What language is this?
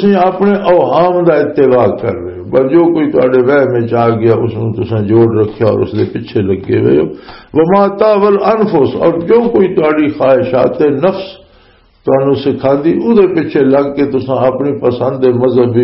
Western Panjabi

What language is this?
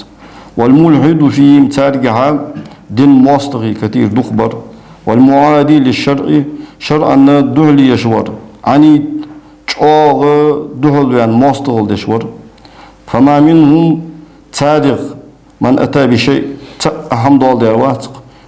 Ingush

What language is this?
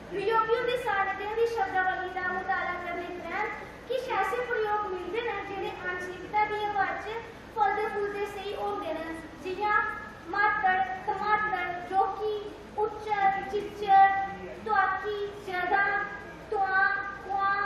Dogri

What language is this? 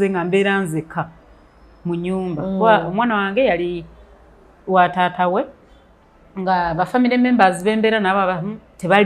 Ganda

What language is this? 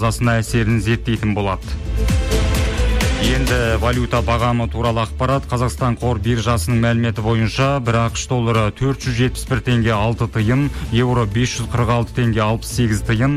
Kazakh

